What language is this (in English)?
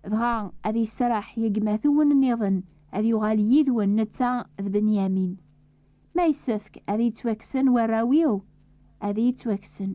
Kabyle